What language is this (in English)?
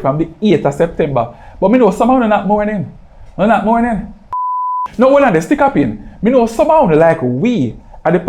Jamaican Creole English